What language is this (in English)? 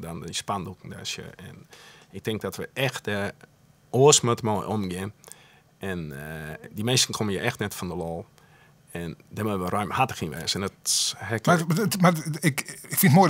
Western Frisian